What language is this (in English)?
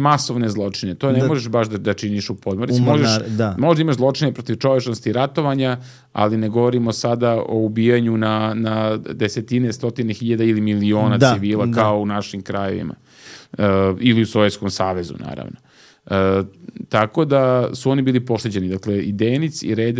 Serbian